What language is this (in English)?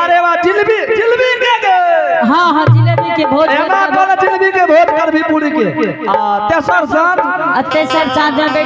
Angika